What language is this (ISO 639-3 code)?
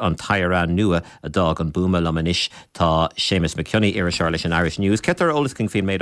gle